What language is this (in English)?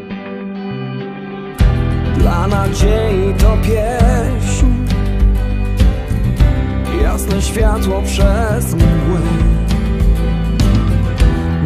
Polish